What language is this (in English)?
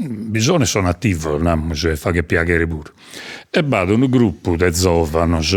Sardinian